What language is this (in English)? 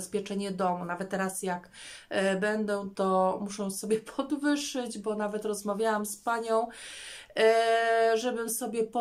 Polish